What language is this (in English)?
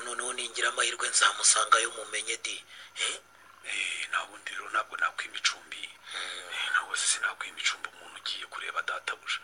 Kinyarwanda